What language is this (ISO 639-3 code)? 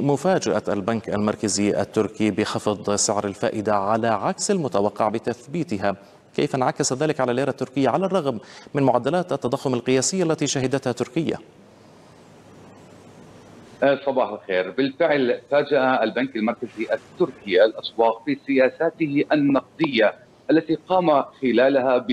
ara